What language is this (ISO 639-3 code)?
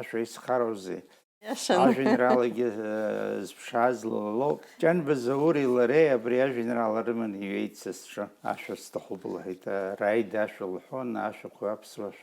abk